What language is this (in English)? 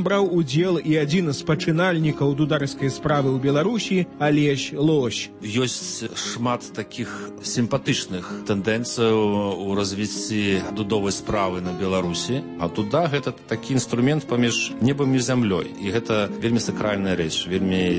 Belarusian